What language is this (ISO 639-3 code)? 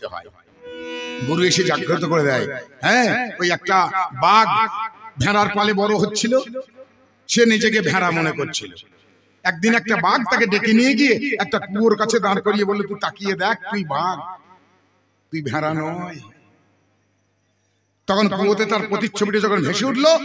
ben